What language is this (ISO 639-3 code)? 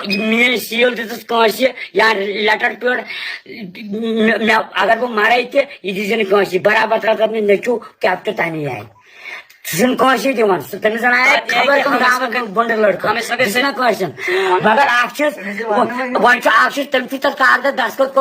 kas